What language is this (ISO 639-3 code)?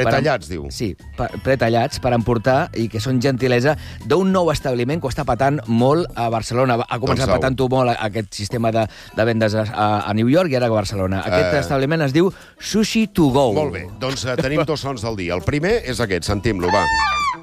cat